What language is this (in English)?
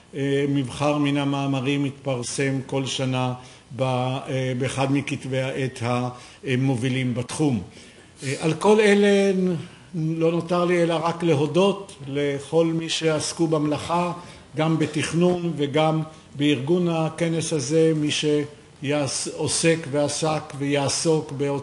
Hebrew